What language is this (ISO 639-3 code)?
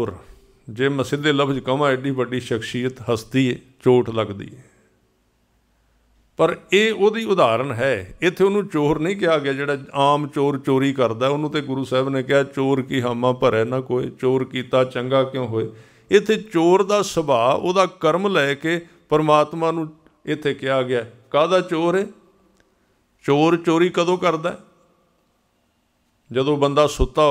pan